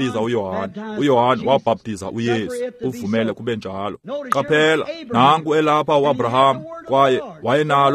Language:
Xhosa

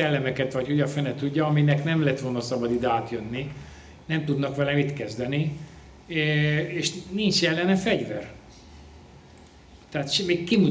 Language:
Hungarian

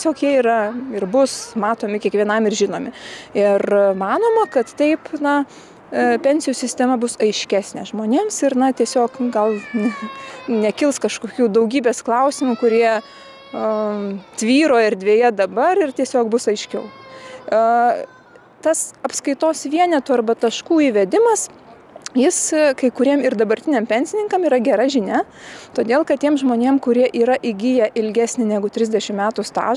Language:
Lithuanian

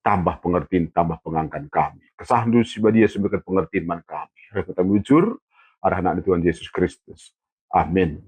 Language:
Batak Karo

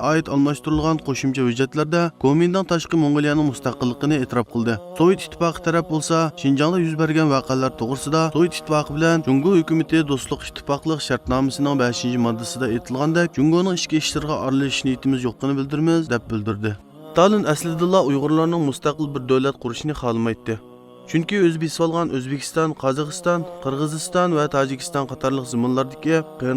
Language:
Uyghur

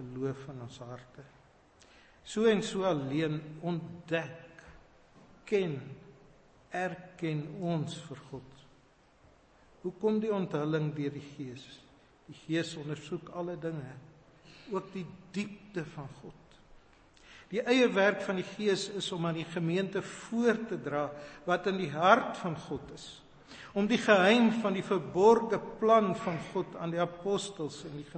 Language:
Afrikaans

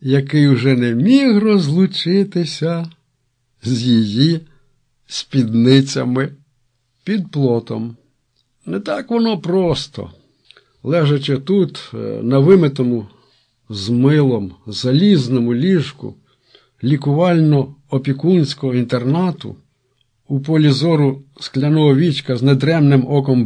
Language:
Ukrainian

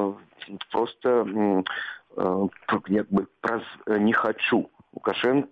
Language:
Belarusian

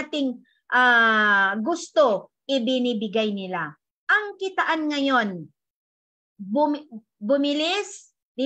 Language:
Filipino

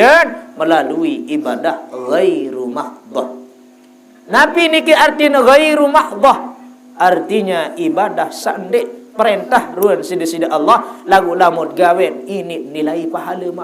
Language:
Sasak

